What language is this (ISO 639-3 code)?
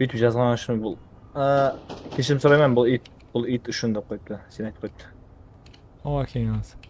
kaa